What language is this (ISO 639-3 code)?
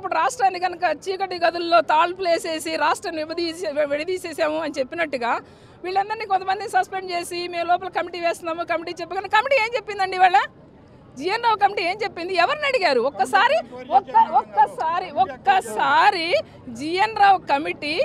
tel